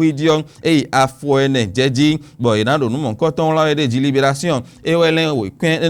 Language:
Fon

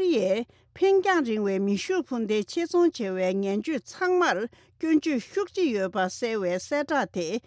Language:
Tibetan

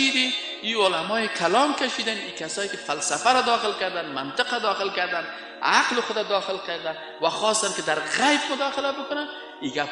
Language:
Persian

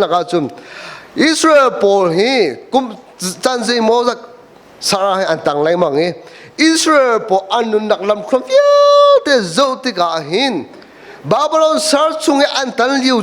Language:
Hakha Chin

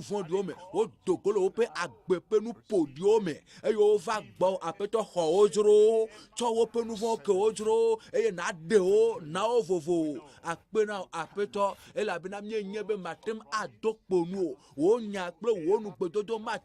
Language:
Ewe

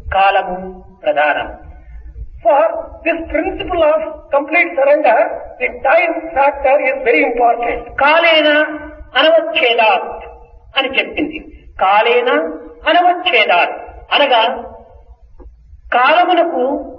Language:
Telugu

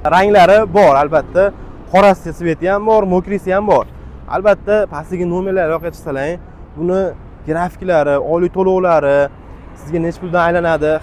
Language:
Uzbek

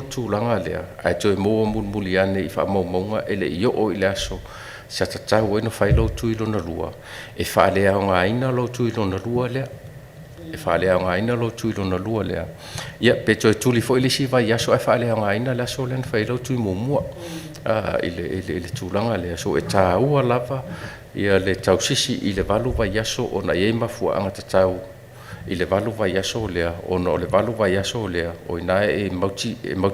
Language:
Samoan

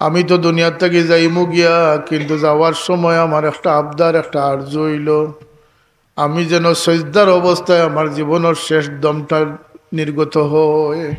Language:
Sylheti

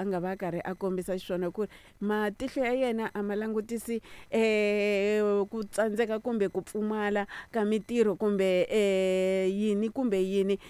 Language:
Tsonga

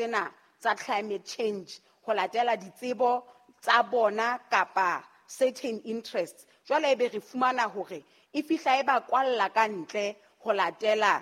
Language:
Southern Sotho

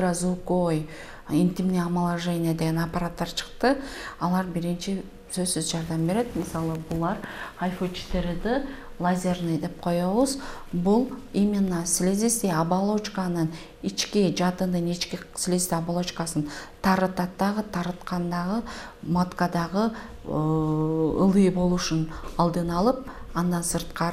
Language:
Kyrgyz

